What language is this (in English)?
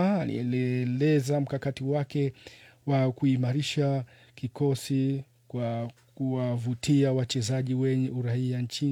Swahili